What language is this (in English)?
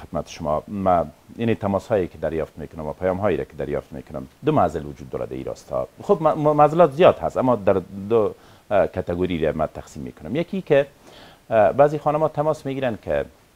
Persian